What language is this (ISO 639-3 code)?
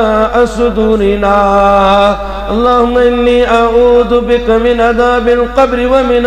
kas